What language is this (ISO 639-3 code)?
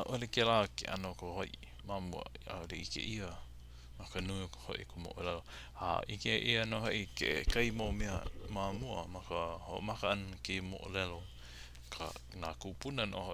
haw